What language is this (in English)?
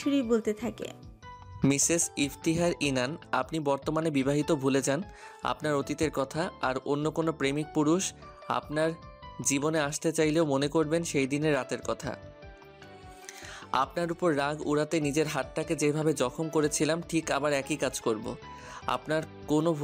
Bangla